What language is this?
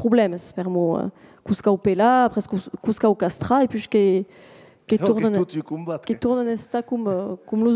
Occitan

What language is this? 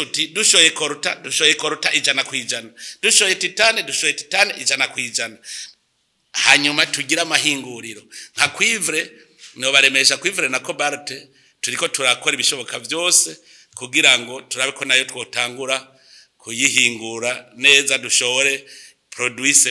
Rundi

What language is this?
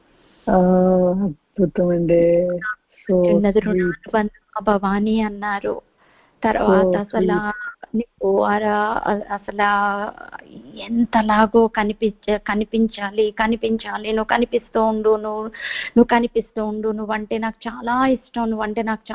Telugu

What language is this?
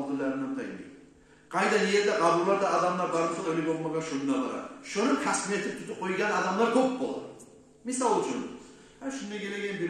Kumyk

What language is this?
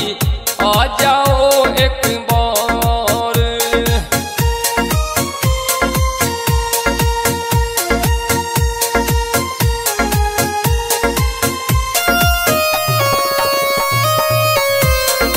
Haryanvi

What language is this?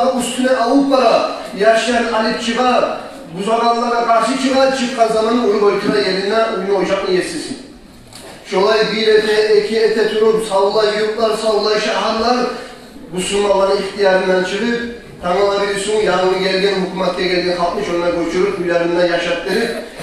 Kumyk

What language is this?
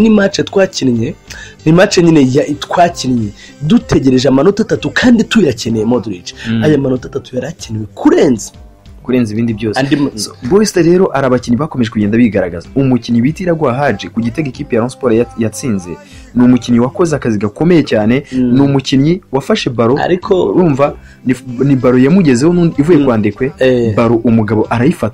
Kinyarwanda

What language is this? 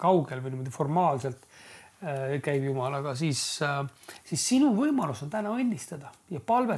Estonian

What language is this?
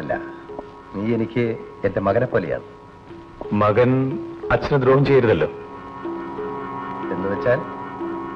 Malayalam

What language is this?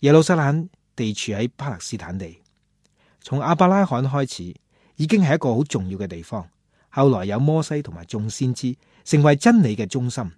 Cantonese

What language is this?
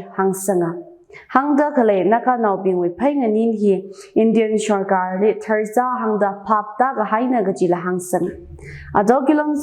Tangkhul Naga (India)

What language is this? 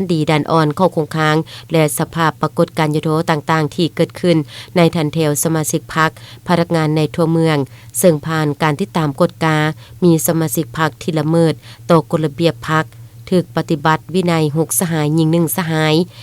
Lao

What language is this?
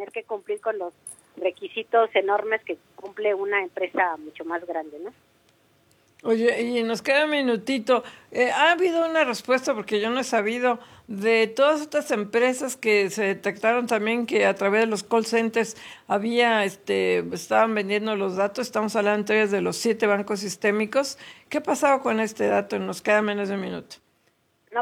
Spanish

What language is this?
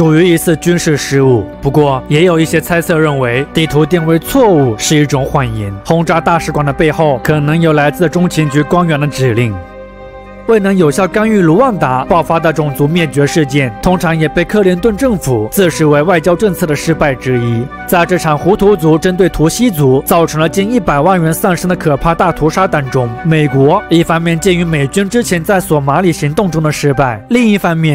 Chinese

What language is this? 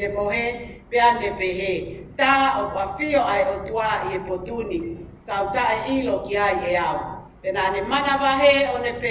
Tongan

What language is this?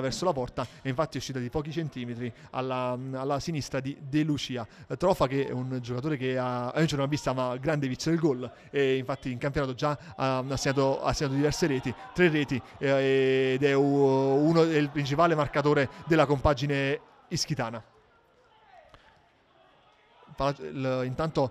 Italian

